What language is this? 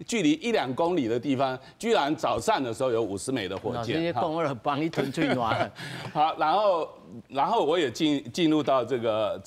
Min Nan Chinese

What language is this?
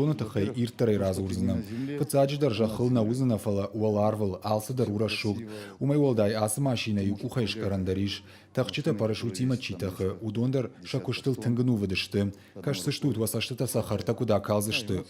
Ossetic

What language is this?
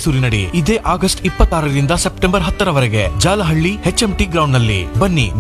Kannada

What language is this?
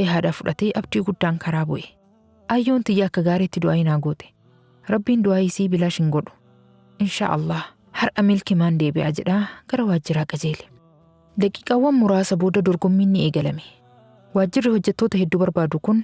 Oromo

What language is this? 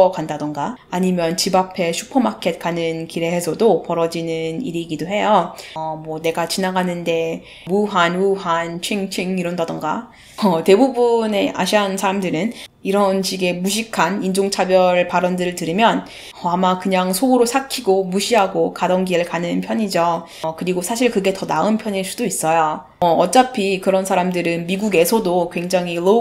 Korean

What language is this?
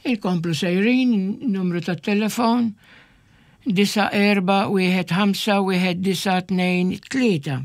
Maltese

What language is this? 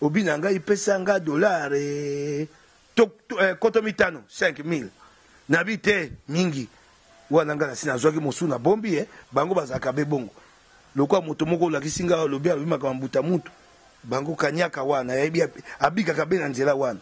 Lingala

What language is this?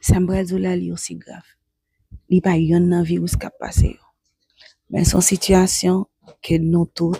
Haitian Creole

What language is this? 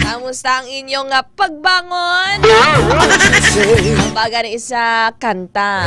Hiligaynon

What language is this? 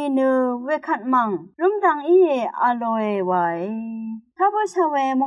Rawang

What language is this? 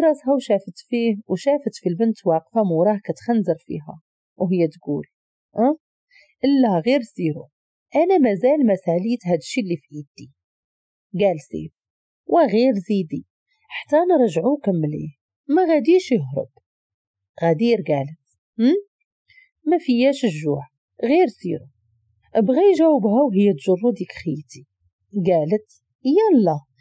Moroccan Arabic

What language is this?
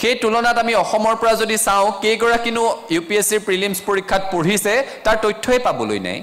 Assamese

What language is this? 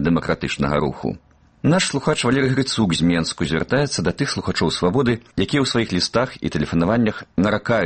Belarusian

